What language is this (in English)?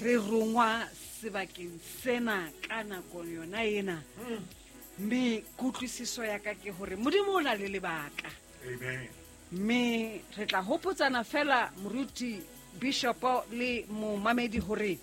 Southern Sotho